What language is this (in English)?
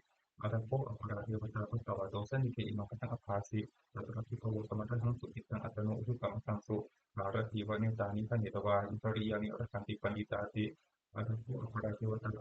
Pali